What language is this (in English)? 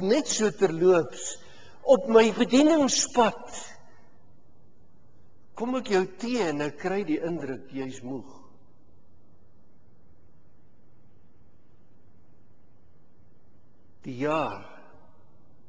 Afrikaans